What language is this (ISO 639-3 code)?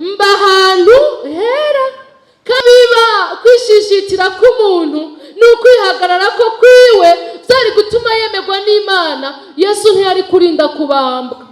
run